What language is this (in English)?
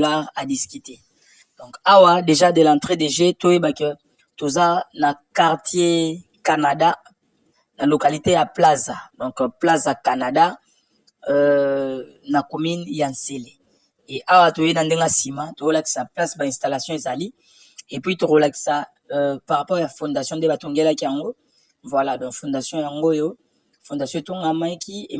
Lingala